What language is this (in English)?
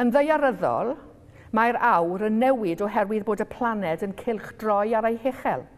Welsh